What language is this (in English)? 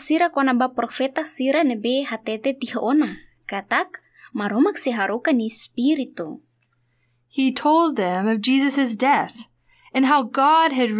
Tetum